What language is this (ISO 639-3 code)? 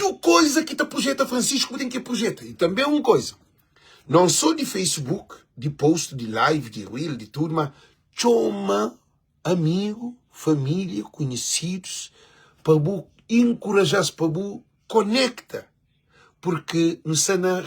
kea